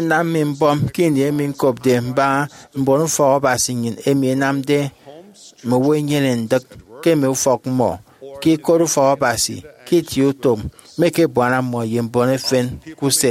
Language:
Efik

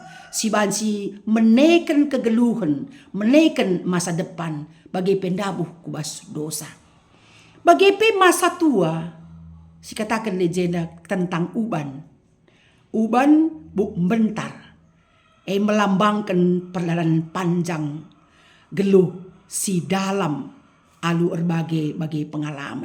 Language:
Batak Karo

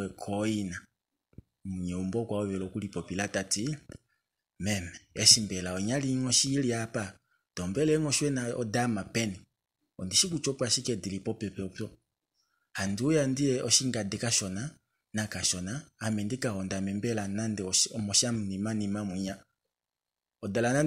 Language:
Kuanyama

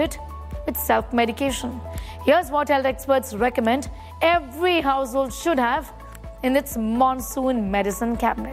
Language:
English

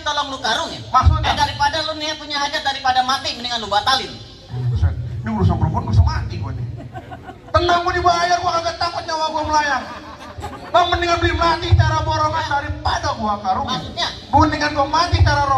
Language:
Betawi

